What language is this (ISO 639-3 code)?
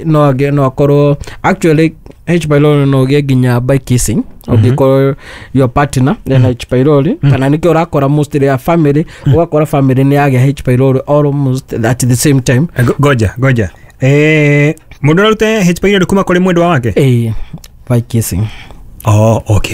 kik